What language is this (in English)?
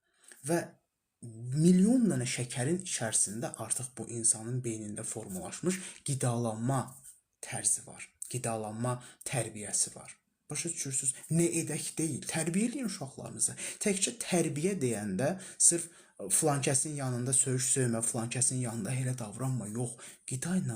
Azerbaijani